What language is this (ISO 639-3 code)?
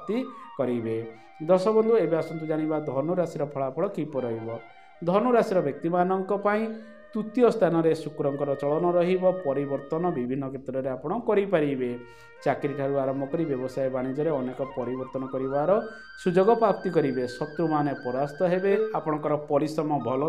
ori